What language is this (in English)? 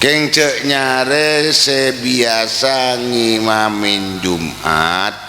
Madurese